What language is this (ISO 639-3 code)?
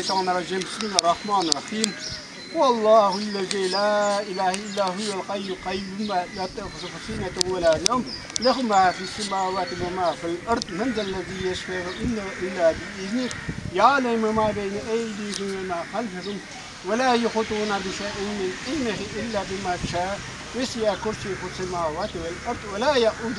crh